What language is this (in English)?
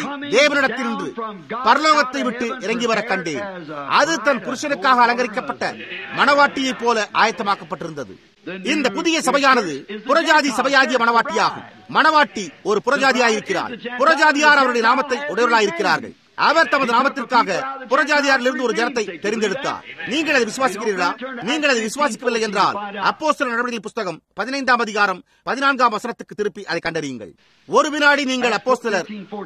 Tamil